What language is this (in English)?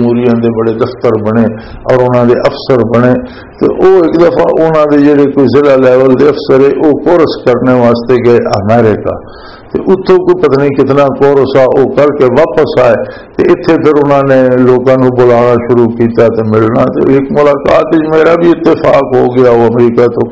Urdu